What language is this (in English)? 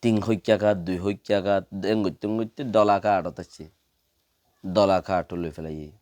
Rohingya